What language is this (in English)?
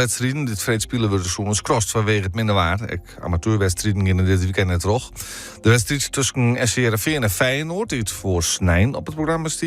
Western Frisian